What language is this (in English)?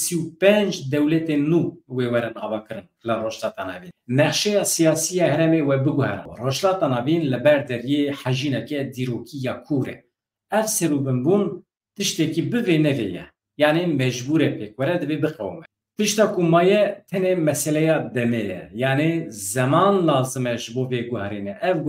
Kurdish